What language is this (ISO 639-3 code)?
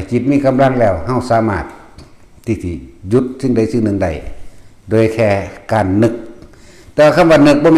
tts